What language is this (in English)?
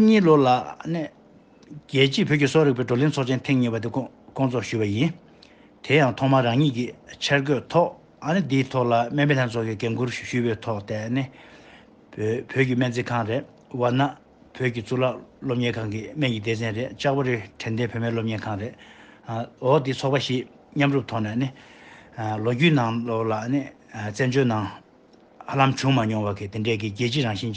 Tibetan